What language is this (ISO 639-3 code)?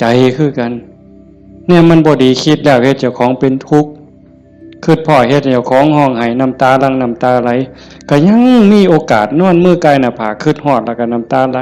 tts